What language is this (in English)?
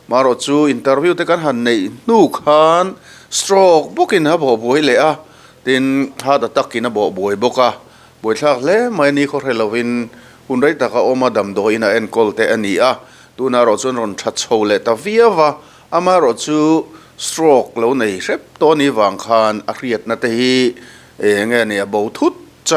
Mizo